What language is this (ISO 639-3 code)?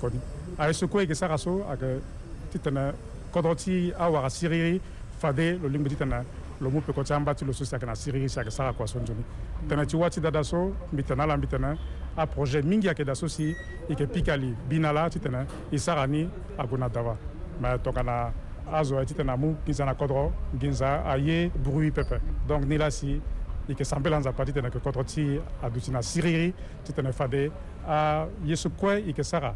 sag